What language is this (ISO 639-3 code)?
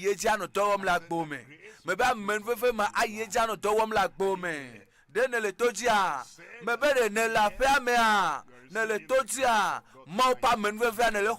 ewe